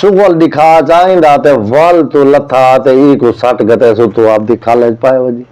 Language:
Saraiki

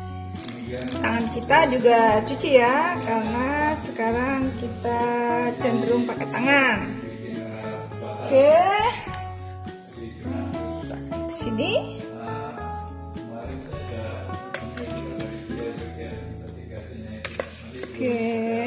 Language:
Indonesian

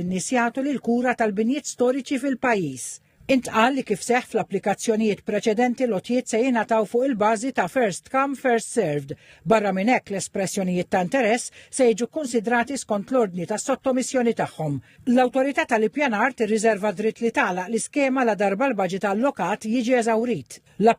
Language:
Maltese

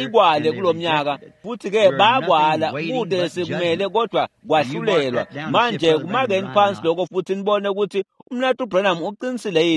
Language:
Swati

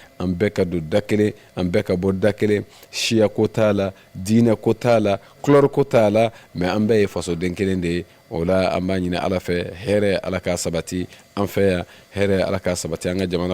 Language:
Bambara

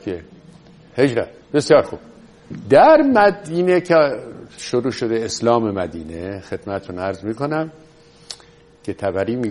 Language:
Persian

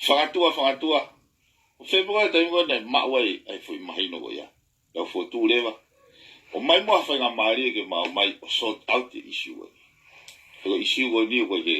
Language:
Tongan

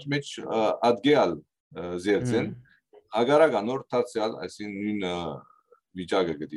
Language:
Western Armenian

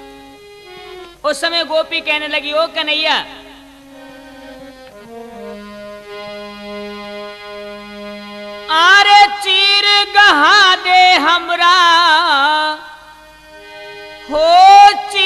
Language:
Hindi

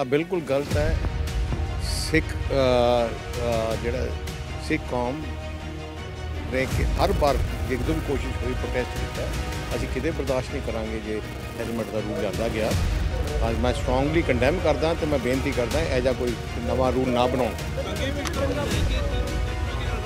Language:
Punjabi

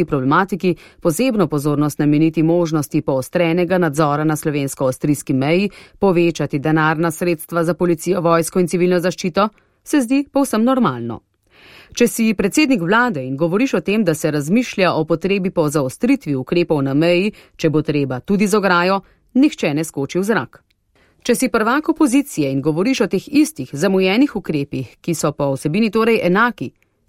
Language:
Slovenian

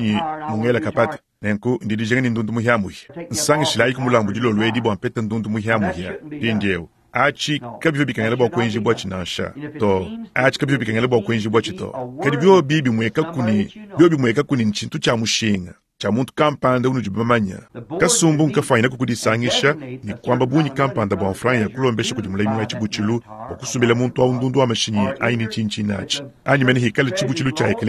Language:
Luba-Lulua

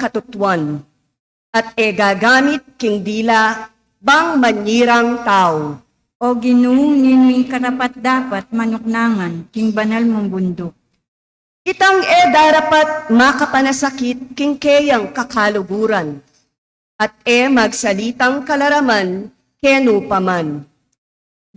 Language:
Pampanga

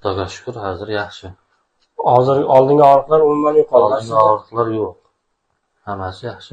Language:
Uzbek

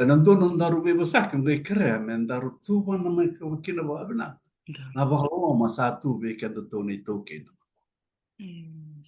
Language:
Fijian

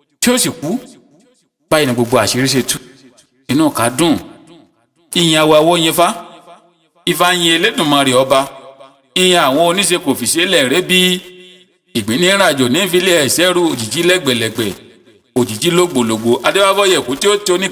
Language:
Yoruba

